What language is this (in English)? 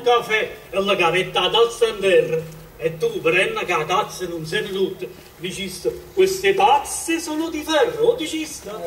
Neapolitan